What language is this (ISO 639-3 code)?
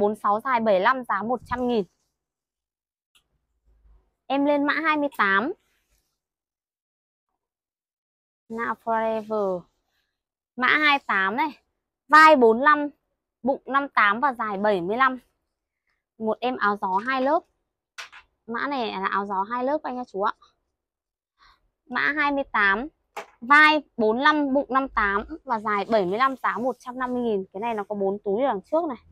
vie